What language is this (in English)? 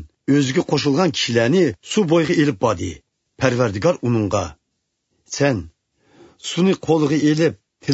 Uyghur